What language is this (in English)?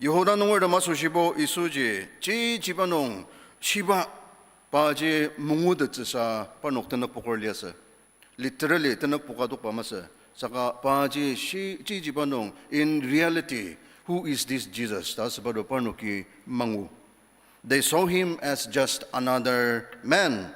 Ao Naga